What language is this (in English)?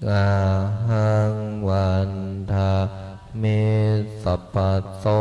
Pali